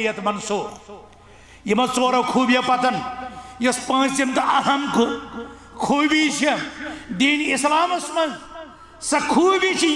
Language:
Kashmiri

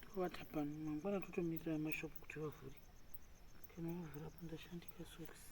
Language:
Shona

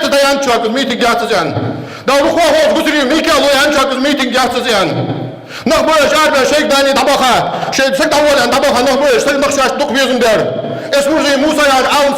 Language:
Ingush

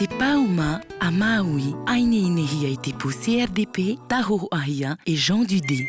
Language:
Tahitian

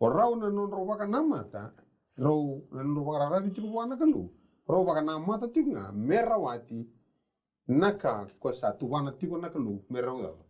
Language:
Fijian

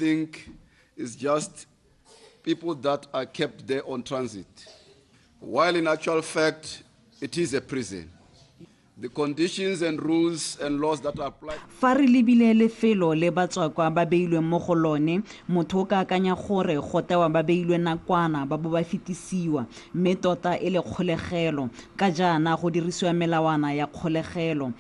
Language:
Tswana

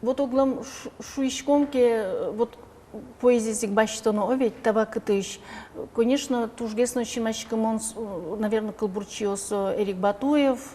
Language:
Udmurt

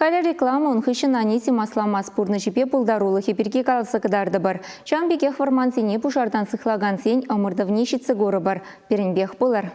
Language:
Chuvash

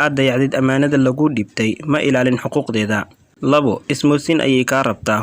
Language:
Somali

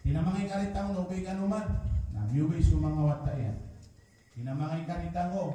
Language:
Maranao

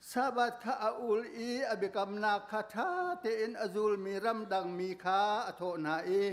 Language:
Hakha Chin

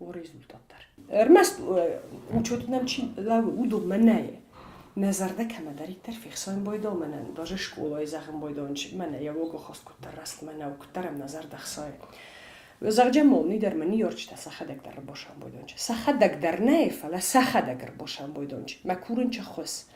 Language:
Ossetic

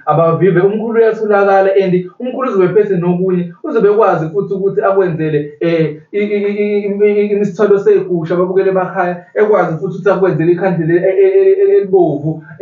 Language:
Zulu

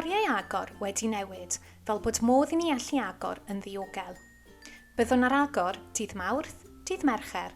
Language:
Welsh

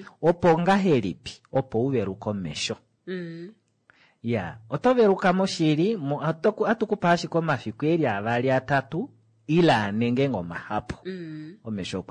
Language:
Kuanyama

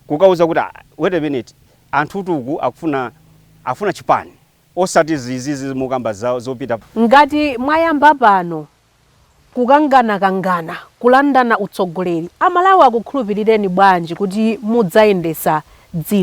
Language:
Nyanja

